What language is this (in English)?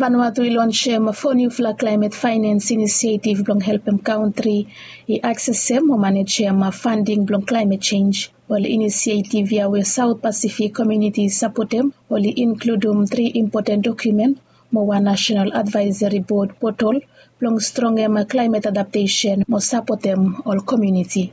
Bislama